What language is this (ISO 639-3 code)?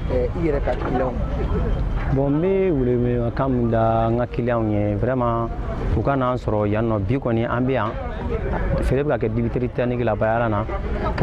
bam